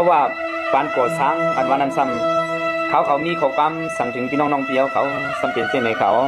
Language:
Shan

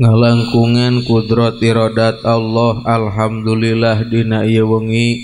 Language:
Sundanese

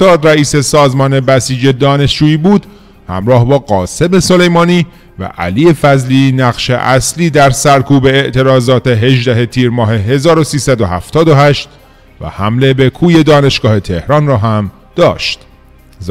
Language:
Persian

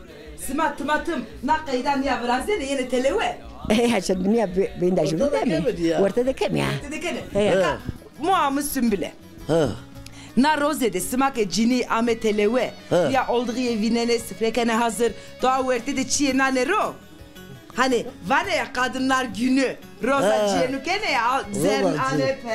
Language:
Zaza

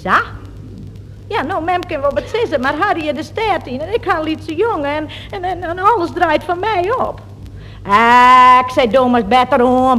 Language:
Western Frisian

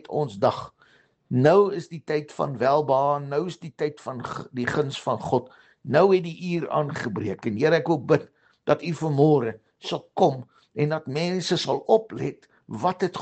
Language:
Afrikaans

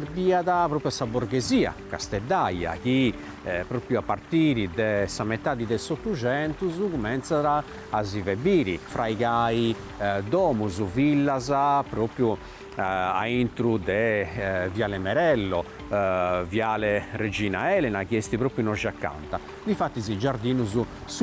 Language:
Sardinian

